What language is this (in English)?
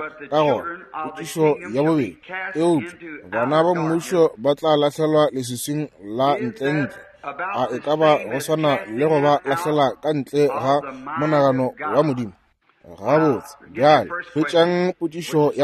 Northern Sotho